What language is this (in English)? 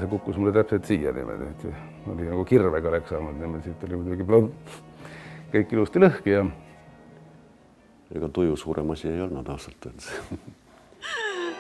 Estonian